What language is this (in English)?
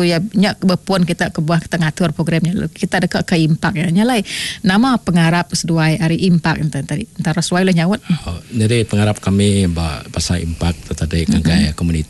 Iban